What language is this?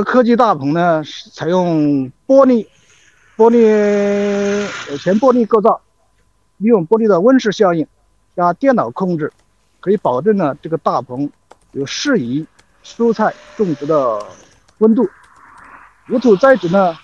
Chinese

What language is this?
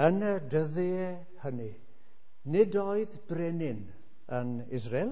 Welsh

